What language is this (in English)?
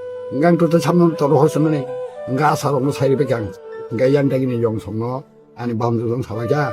Kok Borok